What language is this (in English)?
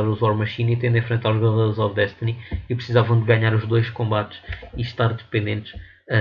Portuguese